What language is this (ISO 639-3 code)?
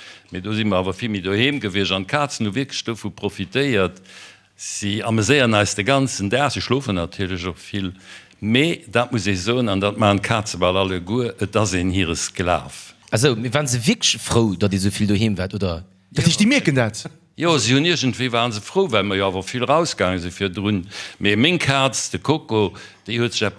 ltz